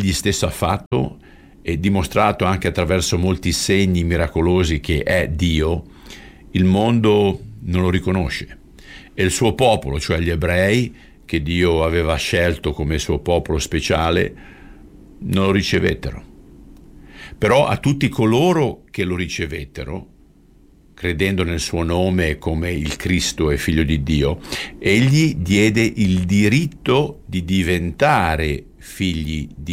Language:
Italian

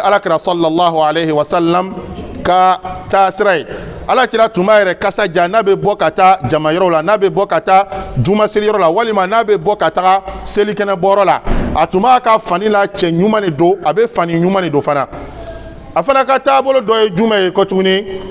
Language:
Bambara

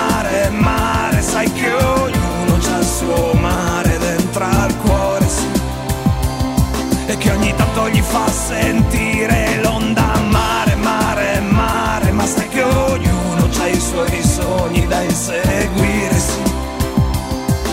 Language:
Italian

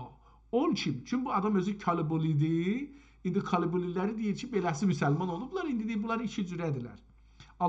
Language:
South Azerbaijani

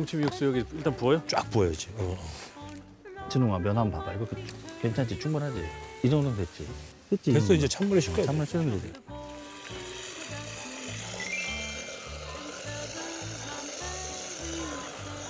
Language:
Korean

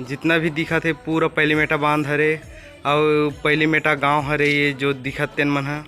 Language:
Chhattisgarhi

